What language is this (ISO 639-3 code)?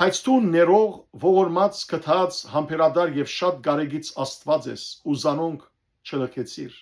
hyw